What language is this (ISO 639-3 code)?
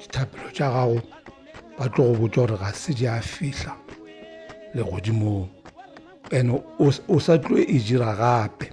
nso